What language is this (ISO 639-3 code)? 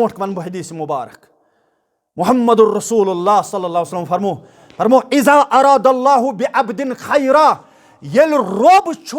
kas